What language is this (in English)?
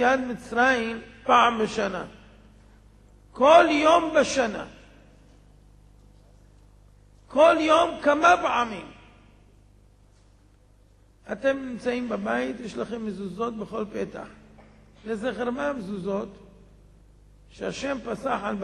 Hebrew